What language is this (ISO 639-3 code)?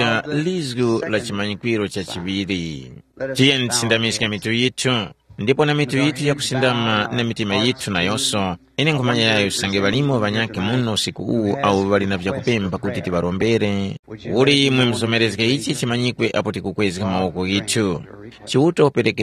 tum